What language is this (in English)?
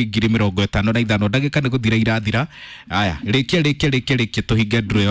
Kikuyu